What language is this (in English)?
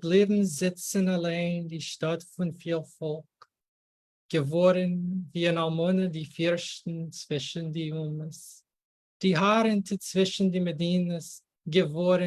Yiddish